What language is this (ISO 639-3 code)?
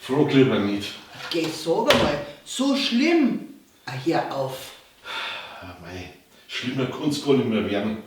bar